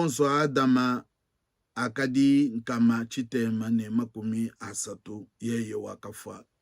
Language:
Luba-Lulua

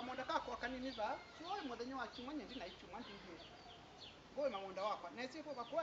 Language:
Kamba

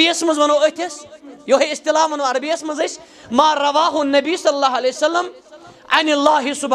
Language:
Kashmiri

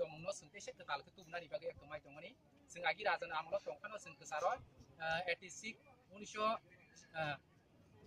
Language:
Kok Borok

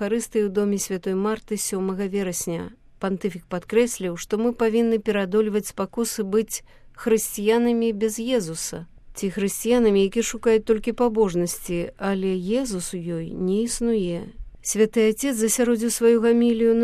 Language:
Belarusian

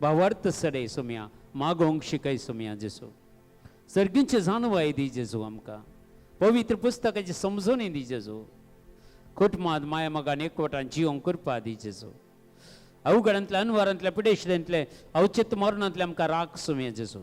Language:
Konkani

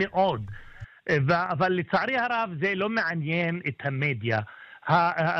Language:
Hebrew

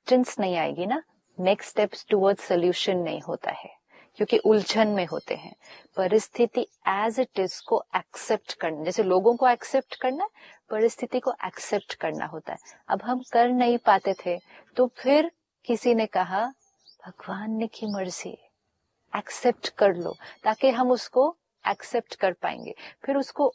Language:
Hindi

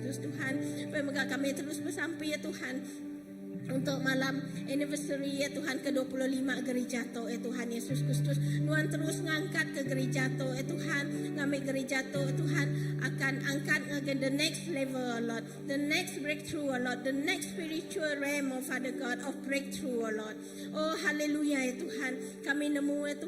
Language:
Iban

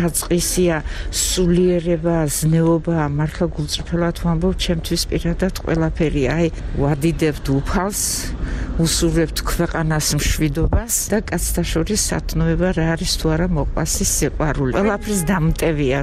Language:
Georgian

